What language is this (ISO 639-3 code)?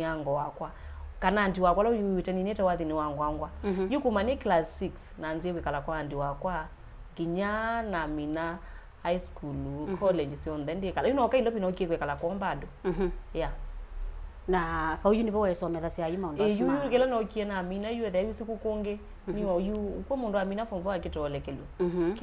kam